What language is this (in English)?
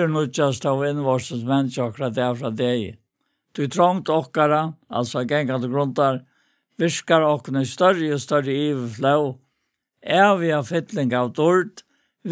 Faroese